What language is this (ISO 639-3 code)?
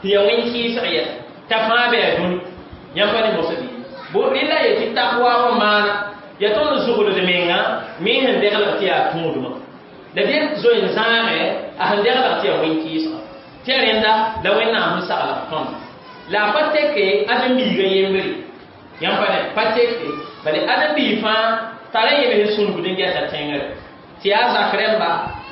mos